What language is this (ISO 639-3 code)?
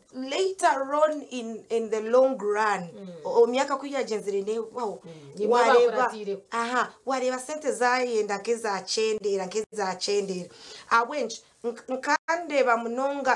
nyn